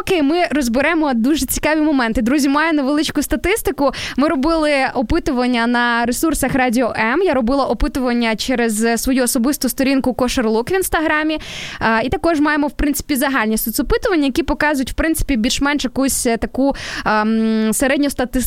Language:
Ukrainian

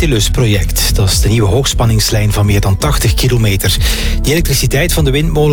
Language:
Dutch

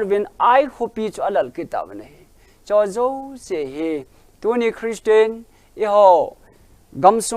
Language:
Thado Chin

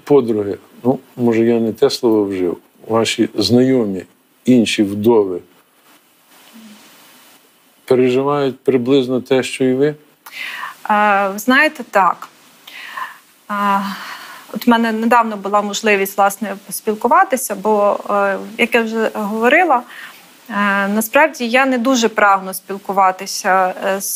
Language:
Ukrainian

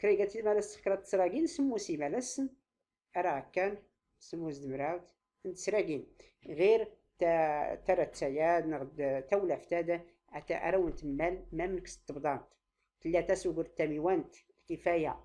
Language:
Tachelhit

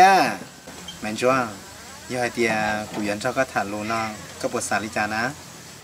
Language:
Hmong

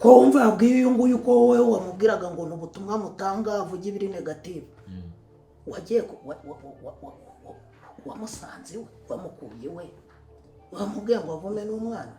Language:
Kinyarwanda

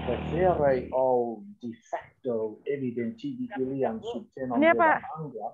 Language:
Esperanto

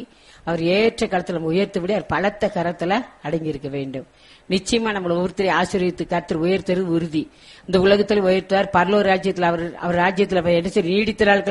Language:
Tamil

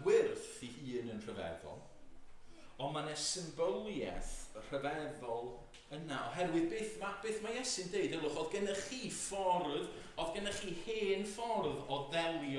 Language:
Welsh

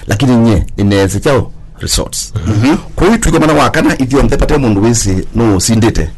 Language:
Kamba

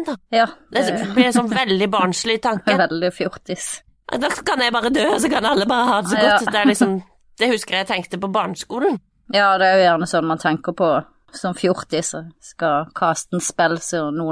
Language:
Norwegian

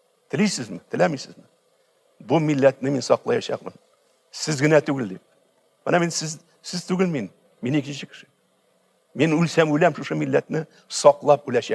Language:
Tatar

